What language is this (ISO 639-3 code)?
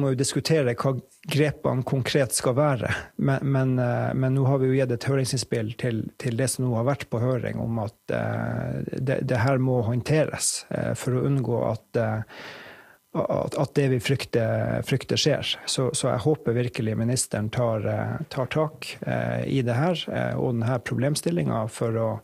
nor